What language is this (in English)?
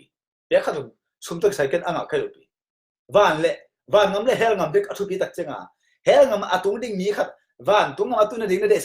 Tedim Chin